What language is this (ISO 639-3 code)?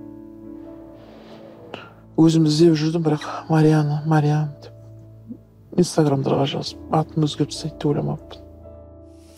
kaz